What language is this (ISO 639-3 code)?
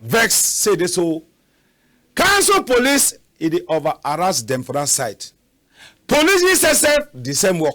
wes